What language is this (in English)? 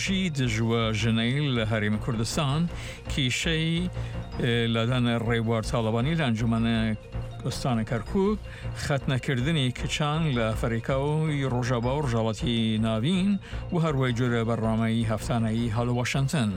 Central Kurdish